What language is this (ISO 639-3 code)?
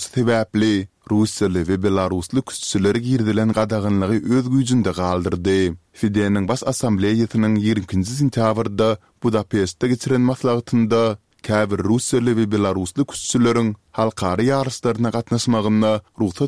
tuk